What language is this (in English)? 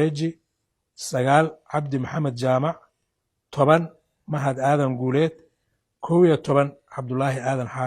Somali